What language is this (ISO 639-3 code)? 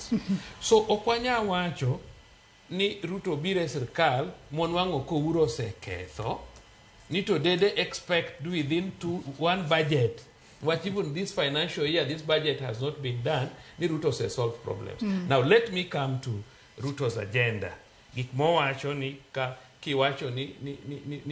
luo